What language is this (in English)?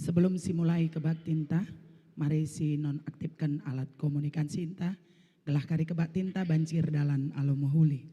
Batak Karo